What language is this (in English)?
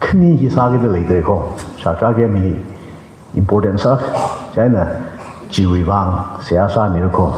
Tangkhul Naga (India)